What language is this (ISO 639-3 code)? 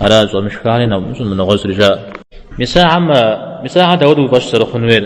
kbd